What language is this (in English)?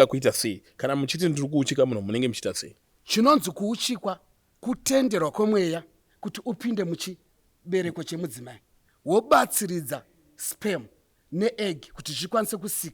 Shona